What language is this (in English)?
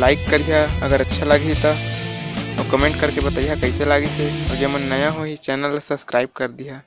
Chhattisgarhi